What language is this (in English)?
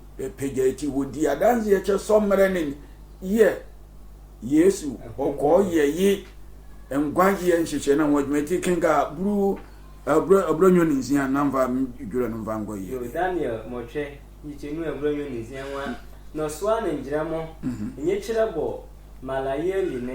Sehwi